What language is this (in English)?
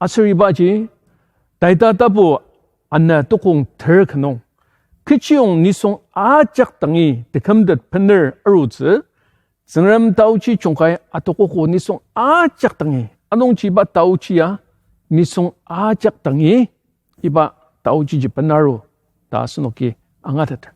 Ao Naga